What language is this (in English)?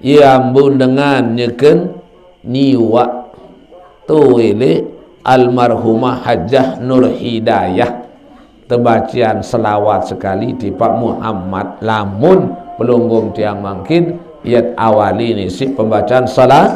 Sasak